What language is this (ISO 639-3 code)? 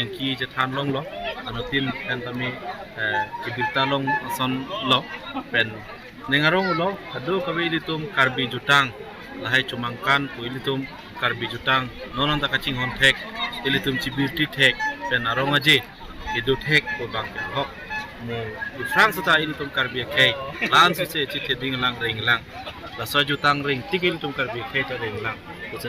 mjw